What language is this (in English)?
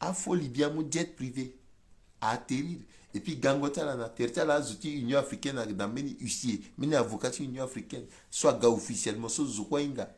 Sango